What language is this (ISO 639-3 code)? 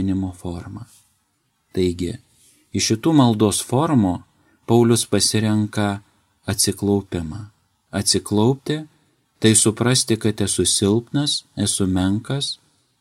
lit